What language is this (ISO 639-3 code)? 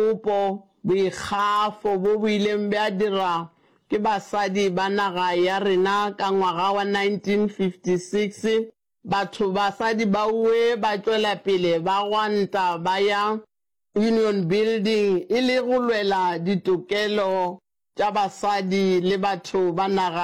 nso